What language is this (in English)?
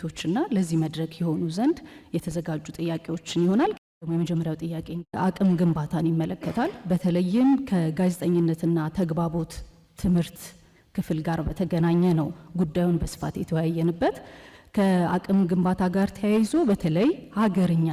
Amharic